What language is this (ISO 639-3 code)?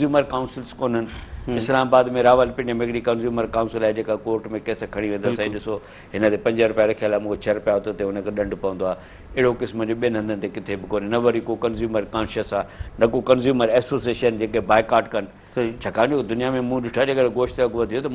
snd